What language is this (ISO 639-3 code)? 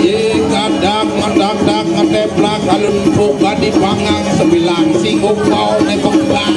ban